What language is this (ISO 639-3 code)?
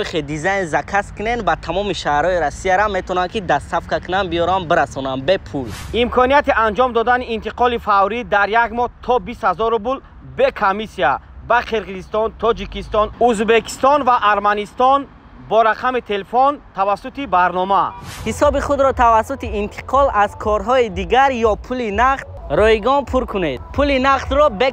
tgk